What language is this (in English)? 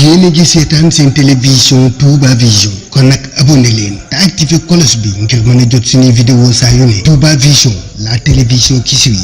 Wolof